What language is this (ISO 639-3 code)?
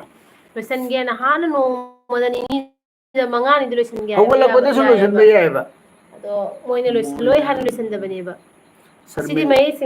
mni